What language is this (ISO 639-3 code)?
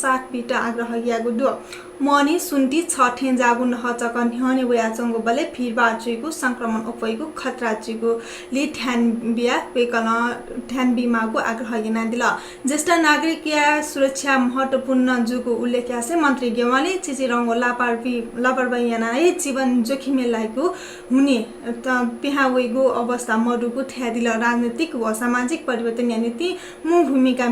new